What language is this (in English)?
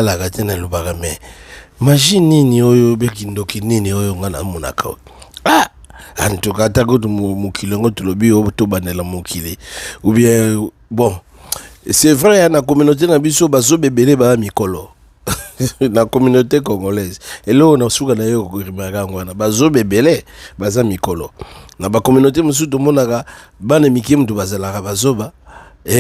Lingala